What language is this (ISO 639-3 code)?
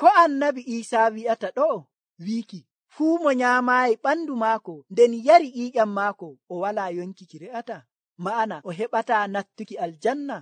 fuv